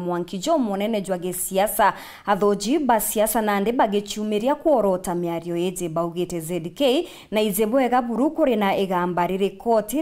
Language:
Meru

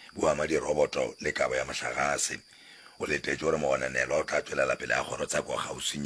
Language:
Northern Sotho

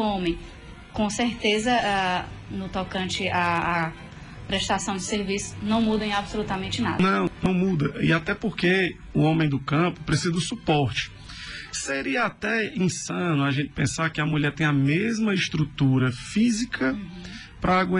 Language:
Portuguese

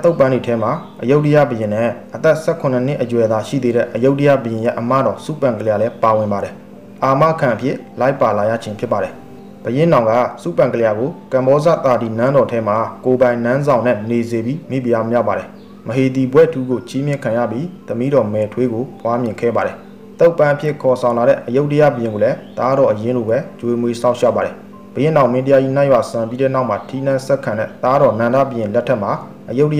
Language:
Burmese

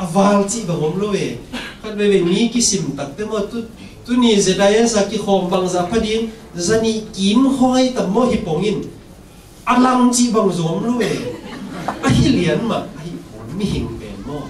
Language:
Tedim Chin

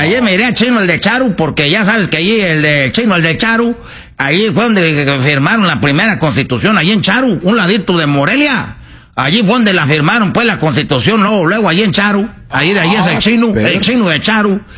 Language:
Spanish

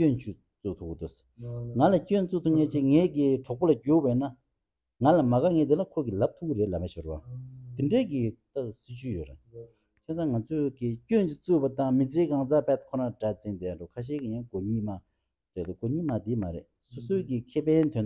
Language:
Tibetan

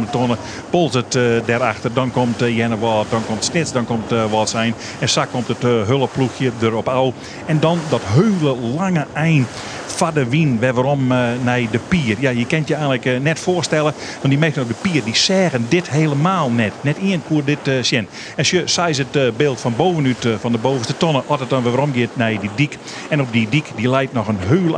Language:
Western Frisian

